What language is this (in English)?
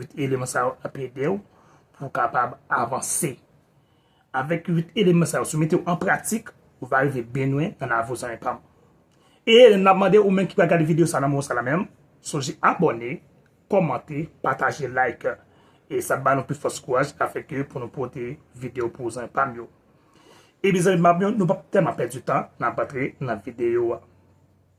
Haitian Creole